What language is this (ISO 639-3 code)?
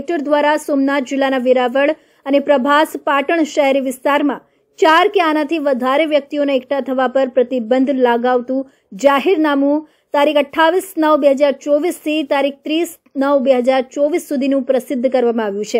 guj